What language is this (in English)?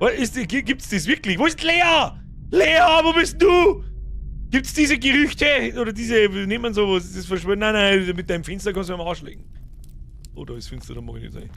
Bavarian